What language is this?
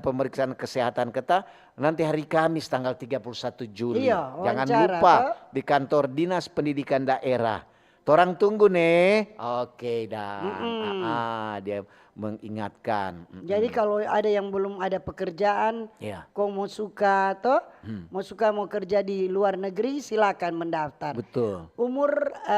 Manado Malay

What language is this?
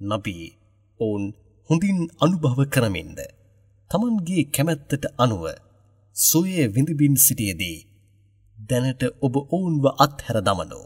Sinhala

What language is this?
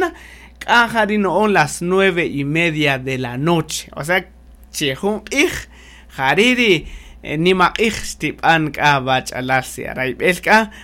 Kaqchikel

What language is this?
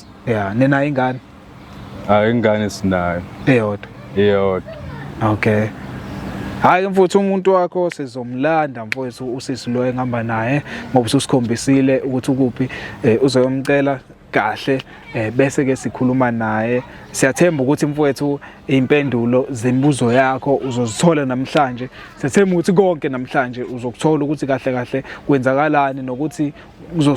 Zulu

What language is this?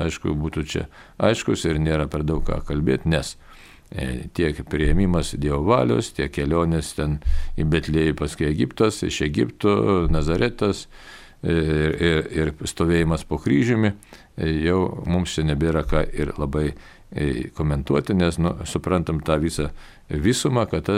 Lithuanian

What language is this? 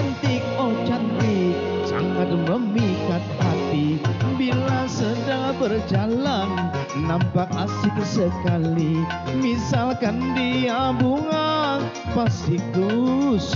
Banjar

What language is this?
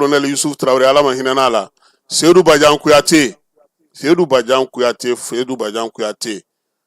Bambara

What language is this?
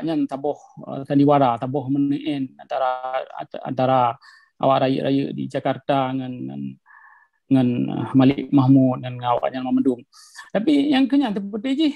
Achinese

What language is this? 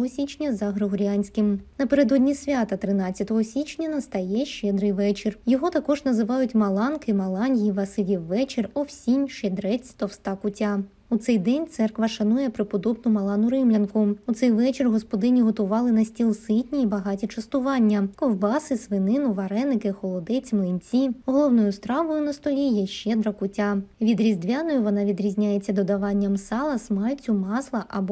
Ukrainian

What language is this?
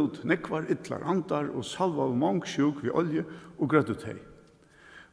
Faroese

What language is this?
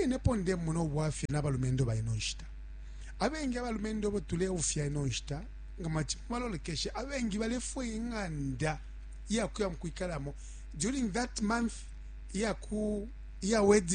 Bemba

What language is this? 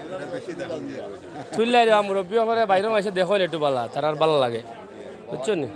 Sylheti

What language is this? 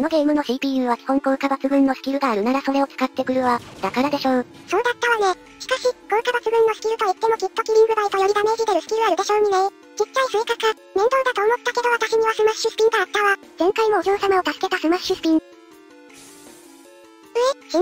Japanese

